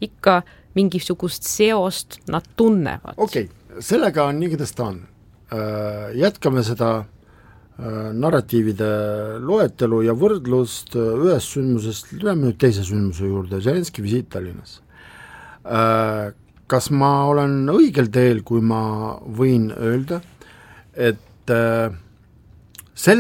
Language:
Estonian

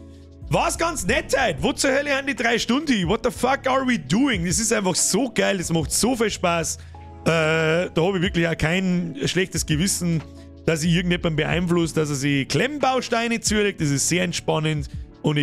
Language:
Bavarian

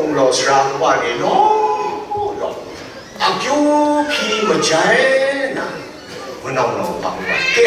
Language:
Kachin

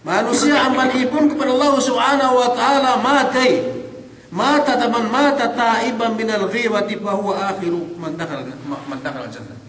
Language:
Yakan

